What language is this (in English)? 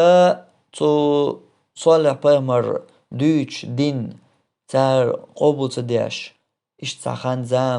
Chechen